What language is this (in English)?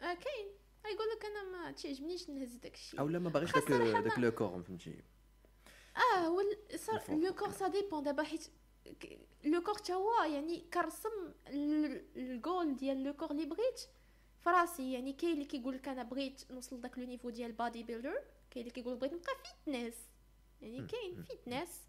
Moroccan Arabic